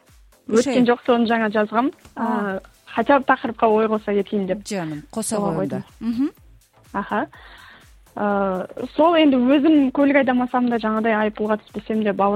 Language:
Kazakh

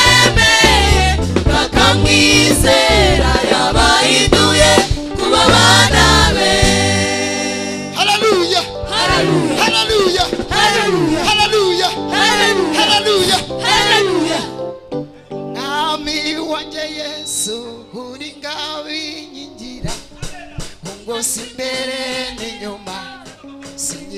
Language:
Kinyarwanda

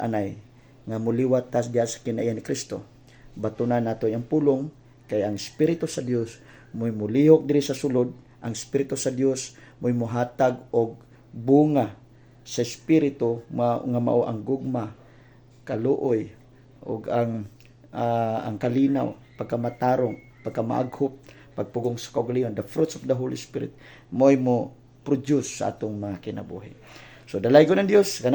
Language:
Cebuano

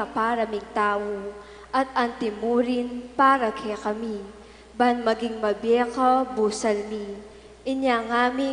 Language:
Pampanga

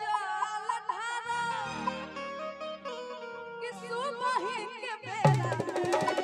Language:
Bhojpuri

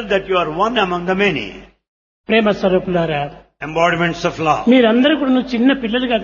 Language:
Telugu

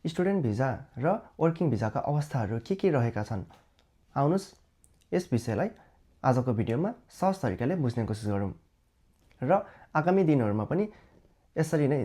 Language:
Nepali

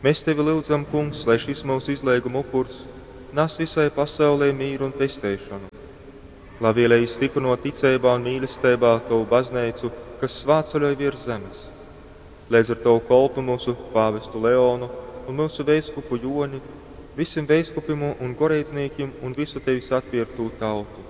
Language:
Latgalian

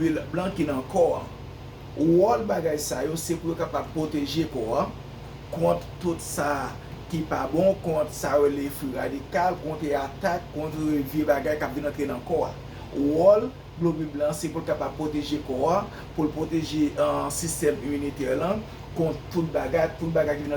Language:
Haitian Creole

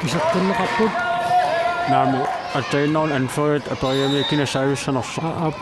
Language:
Kalaallisut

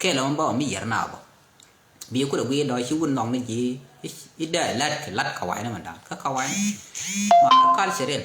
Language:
Nuer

